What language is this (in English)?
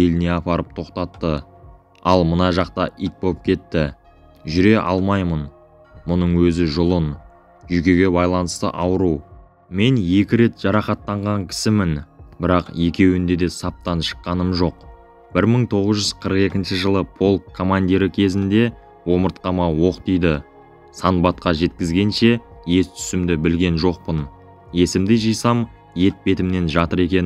Kazakh